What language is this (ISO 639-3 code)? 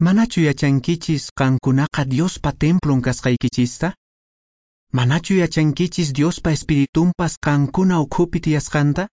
que